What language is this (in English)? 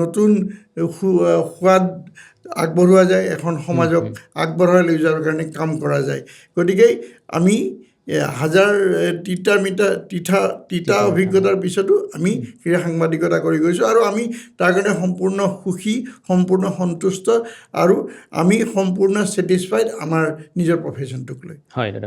Assamese